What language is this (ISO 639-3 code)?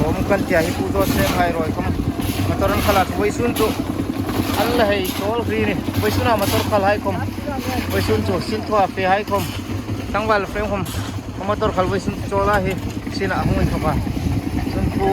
hmr